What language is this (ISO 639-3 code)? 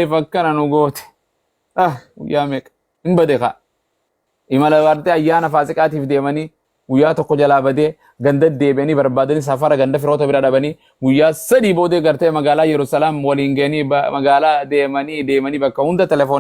orm